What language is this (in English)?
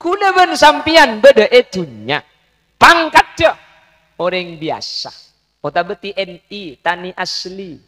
Madurese